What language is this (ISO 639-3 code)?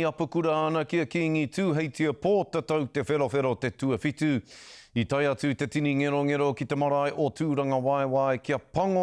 mri